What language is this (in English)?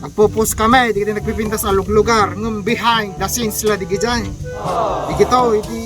Iloko